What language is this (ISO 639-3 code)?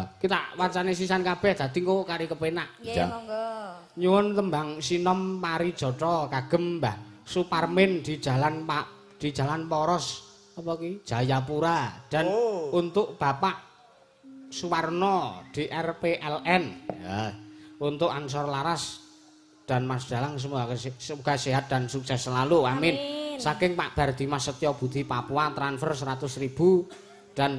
jav